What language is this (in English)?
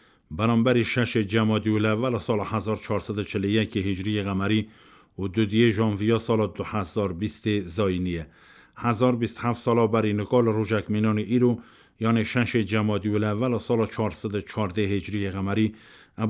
Kurdish